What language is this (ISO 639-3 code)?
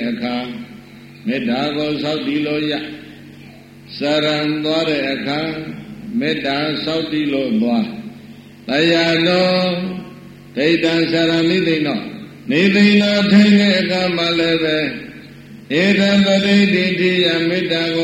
mya